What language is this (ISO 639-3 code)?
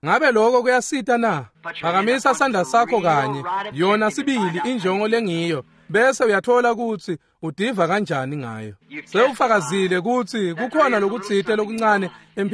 ssw